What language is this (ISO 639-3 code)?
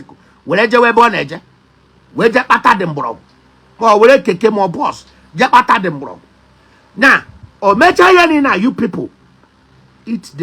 ibo